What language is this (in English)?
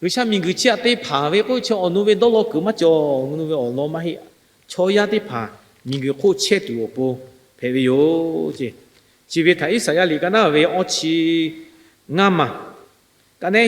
Lahu